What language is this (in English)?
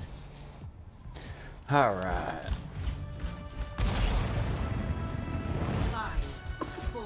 English